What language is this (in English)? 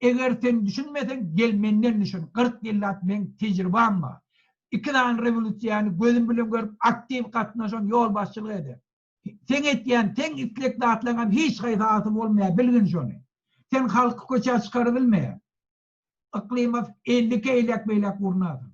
Turkmen